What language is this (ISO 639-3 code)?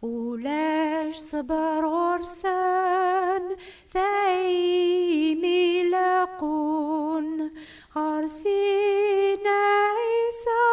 kab